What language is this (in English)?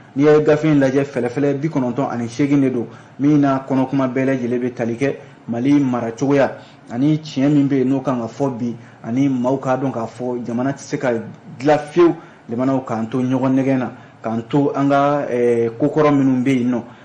Bambara